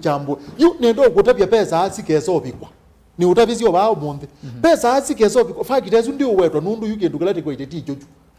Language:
Kamba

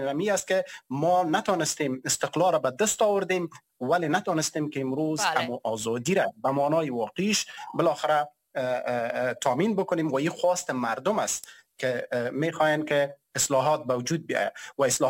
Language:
Persian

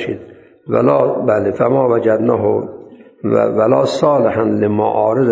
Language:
Persian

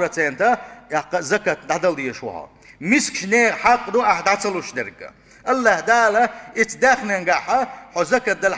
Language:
Chechen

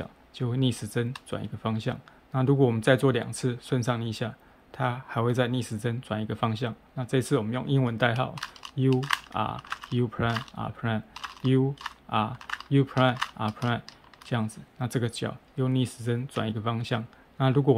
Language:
Chinese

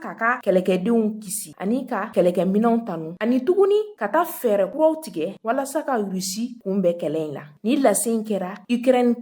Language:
Bambara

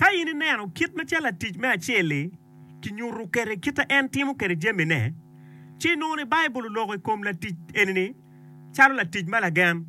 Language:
Acoli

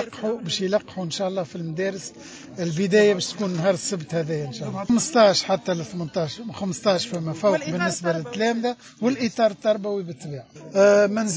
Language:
Tunisian Arabic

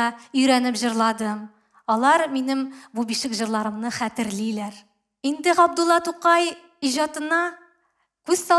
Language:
Tatar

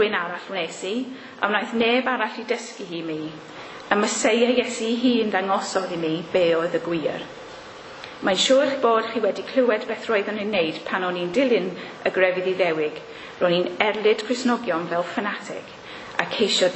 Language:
Welsh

